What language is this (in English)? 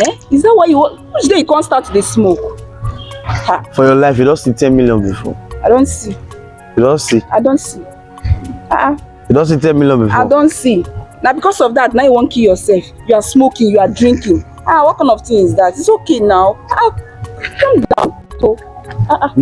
Nigerian Pidgin